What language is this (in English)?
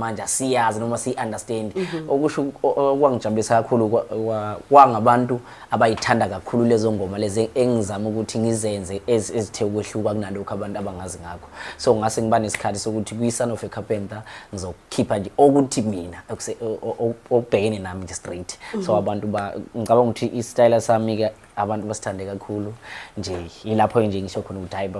Zulu